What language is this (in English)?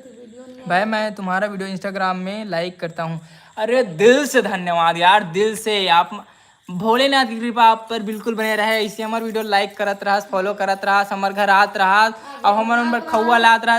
Chhattisgarhi